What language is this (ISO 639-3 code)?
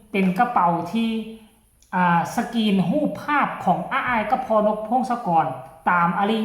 tts